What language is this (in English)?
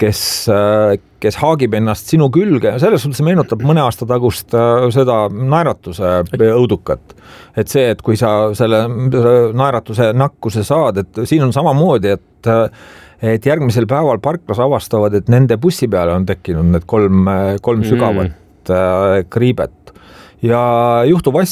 Estonian